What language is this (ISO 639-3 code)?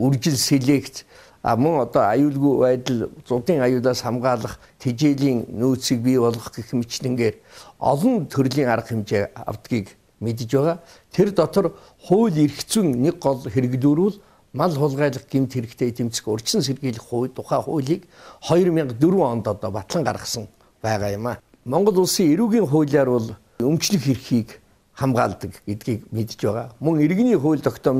mon